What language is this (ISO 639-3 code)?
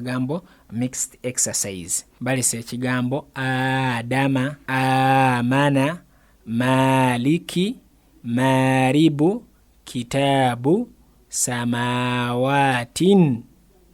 lug